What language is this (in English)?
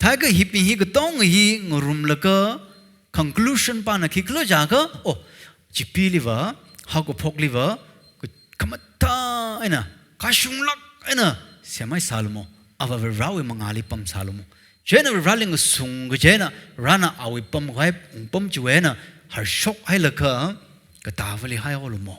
Tangkhul Naga (India)